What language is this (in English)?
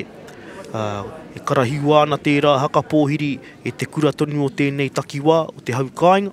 Māori